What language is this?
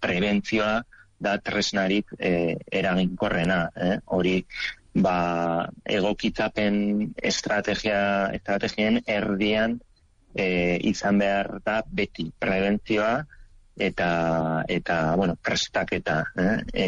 Basque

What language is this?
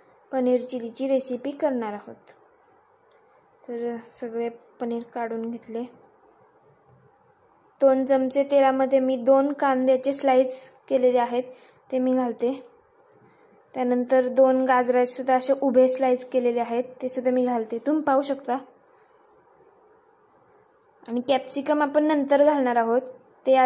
Marathi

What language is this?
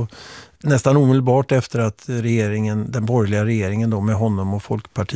Swedish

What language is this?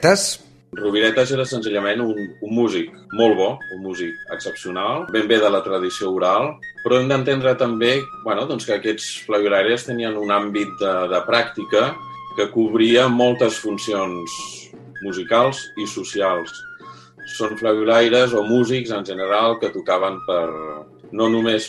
Catalan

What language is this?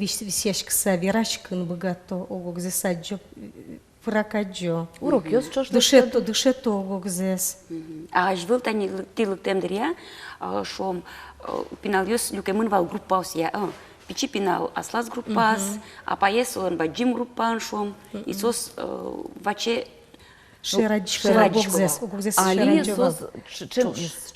Udmurt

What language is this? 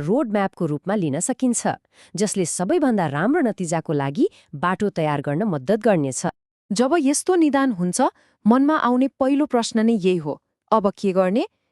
Nepali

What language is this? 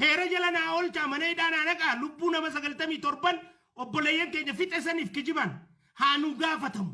Oromo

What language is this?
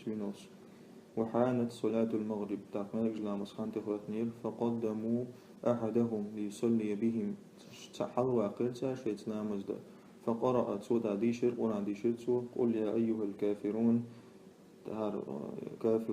Chechen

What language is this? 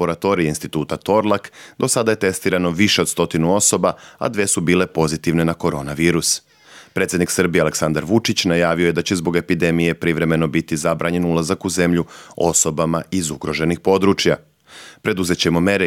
Serbian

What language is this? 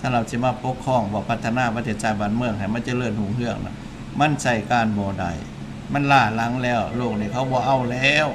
Lao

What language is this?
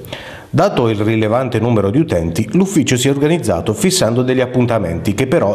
Italian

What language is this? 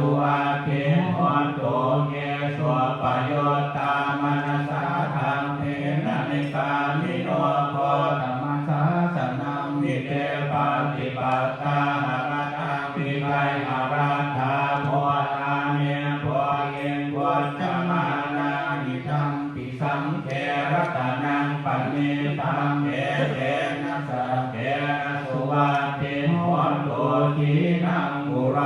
Pali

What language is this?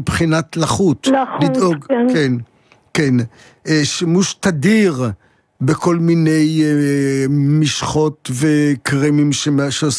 Hebrew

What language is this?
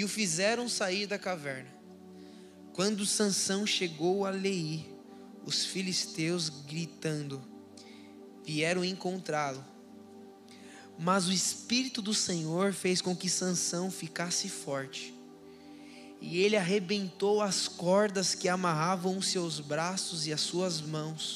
Portuguese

